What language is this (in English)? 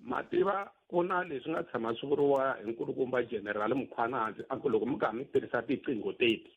Tsonga